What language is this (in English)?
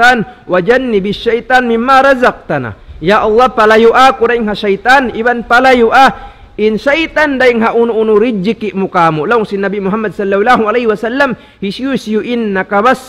Tausug